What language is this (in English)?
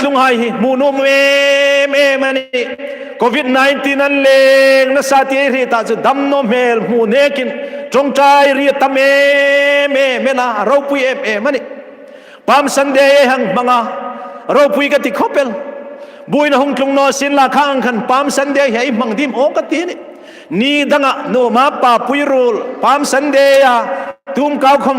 Hmar